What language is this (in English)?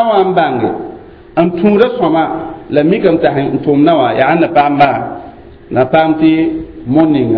Mossi